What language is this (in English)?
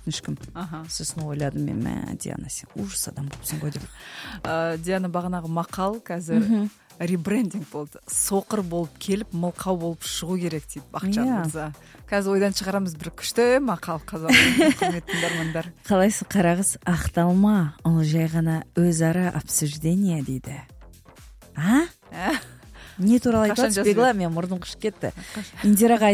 Kazakh